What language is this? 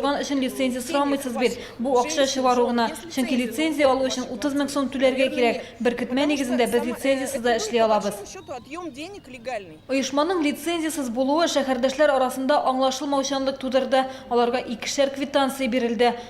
Tatar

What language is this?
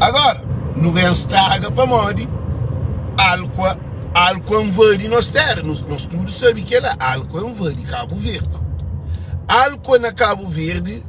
Kabuverdianu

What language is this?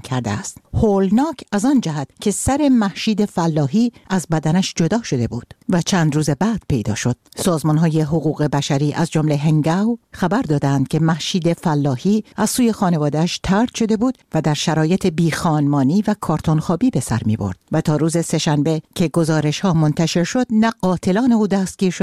Persian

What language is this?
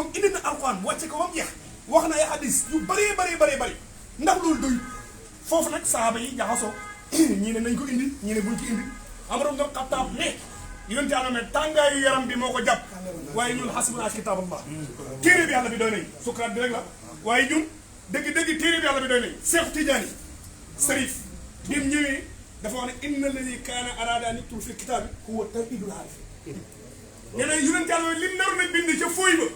Wolof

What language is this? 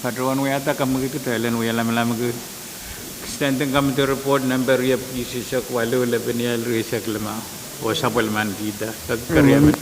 Pohnpeian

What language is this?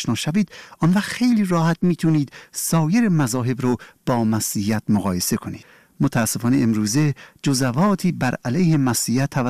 Persian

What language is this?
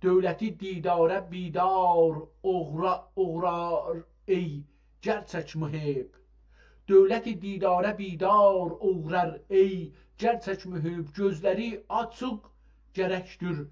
South Azerbaijani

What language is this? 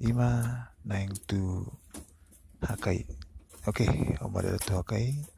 Batak Toba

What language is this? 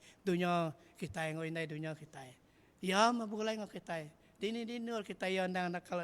Iban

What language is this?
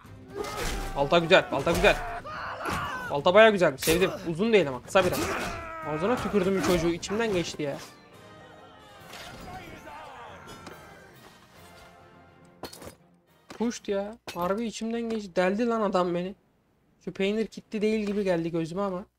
Turkish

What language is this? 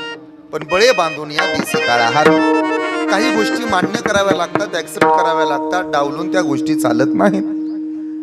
Marathi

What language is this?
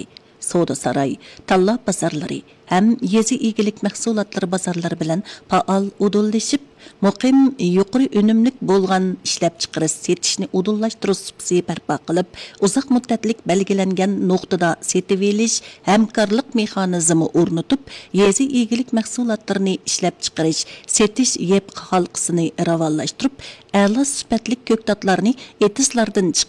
Uyghur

